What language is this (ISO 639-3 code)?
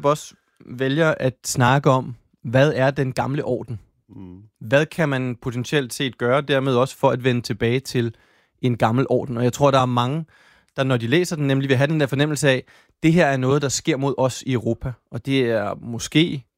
dan